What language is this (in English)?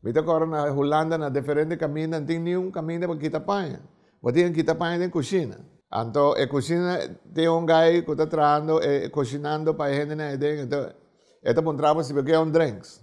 Papiamento